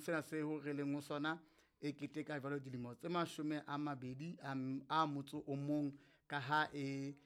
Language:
Southern Sotho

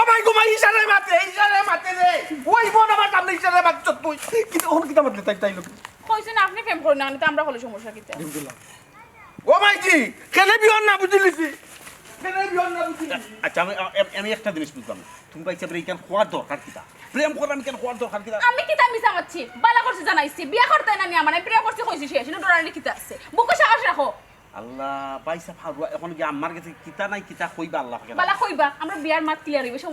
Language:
Sylheti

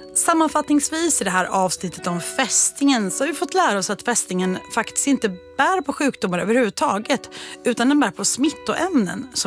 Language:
Swedish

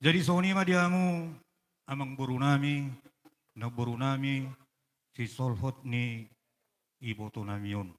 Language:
Batak Toba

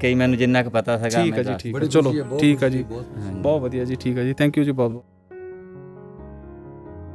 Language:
Punjabi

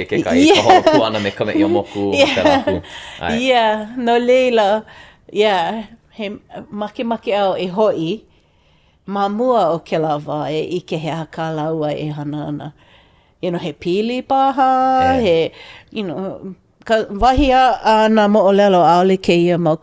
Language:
Hawaiian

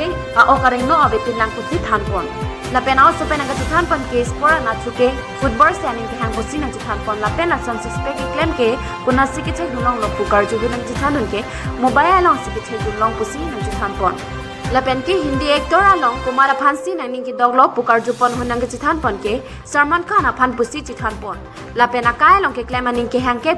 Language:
Karbi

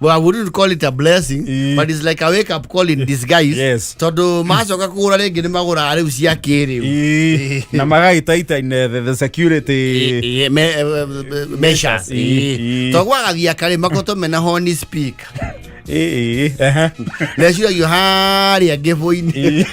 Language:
Kikuyu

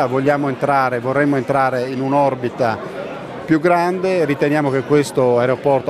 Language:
Italian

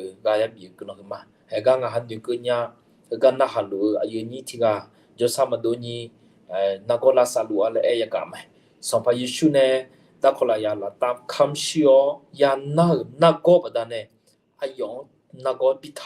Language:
Akha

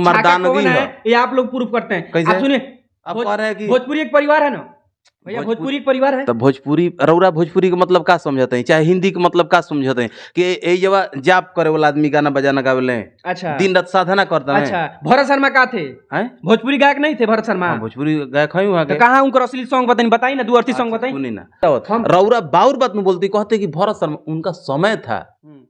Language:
Bhojpuri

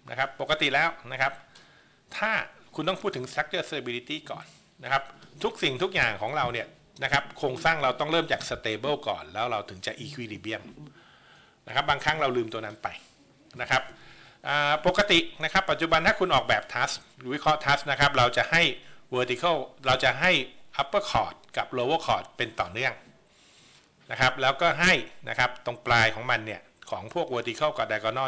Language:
Thai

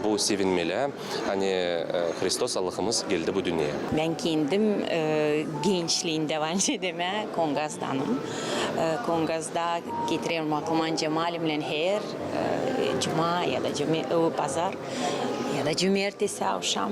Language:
Gagauz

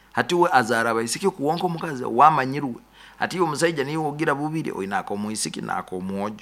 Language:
Nyoro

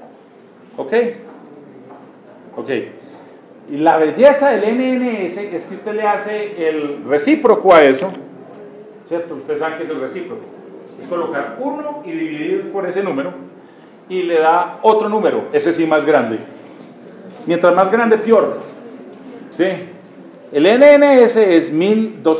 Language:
Spanish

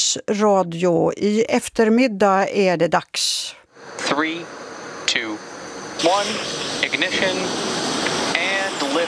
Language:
Swedish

